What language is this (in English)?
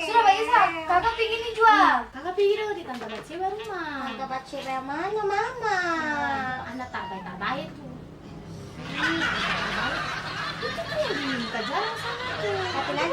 Ambonese Malay